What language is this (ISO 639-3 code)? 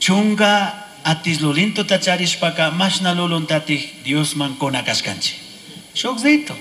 qug